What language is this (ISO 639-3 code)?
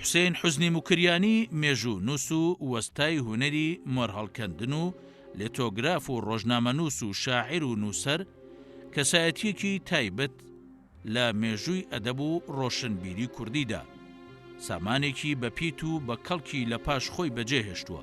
ckb